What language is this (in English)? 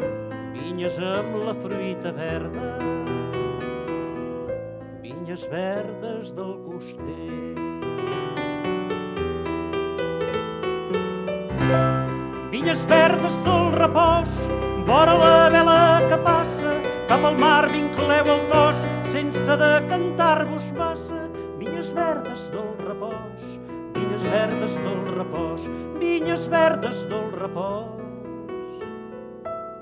Catalan